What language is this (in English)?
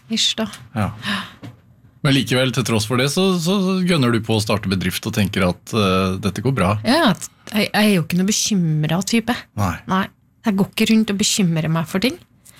Norwegian